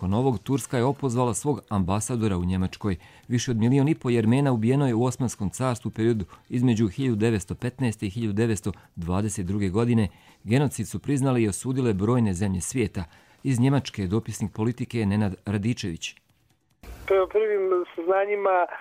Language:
Bosnian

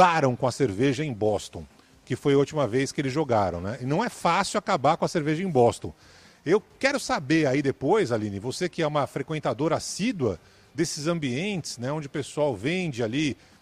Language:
Portuguese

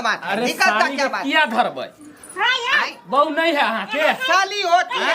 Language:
Maithili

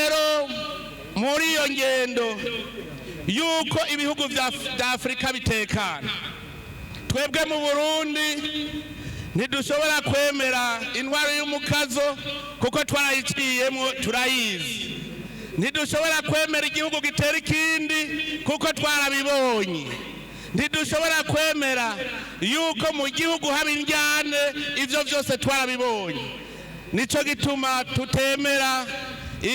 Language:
Rundi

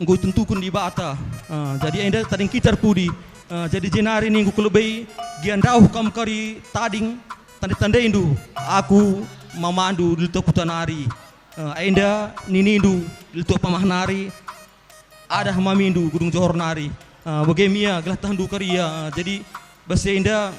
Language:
Batak Karo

